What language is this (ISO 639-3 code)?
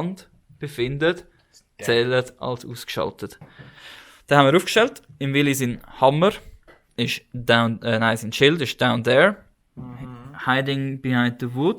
gsw